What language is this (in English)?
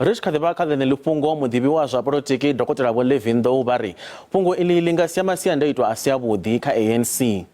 Venda